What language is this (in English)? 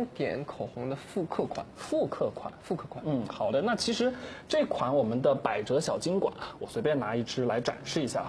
Chinese